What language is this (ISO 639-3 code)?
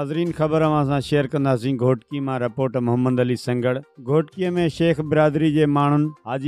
snd